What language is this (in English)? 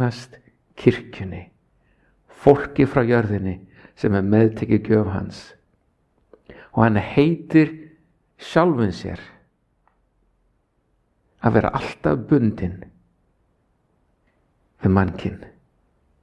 Icelandic